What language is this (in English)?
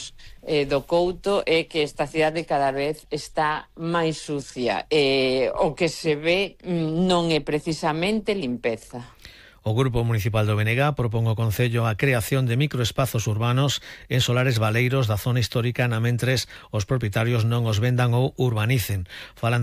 Galician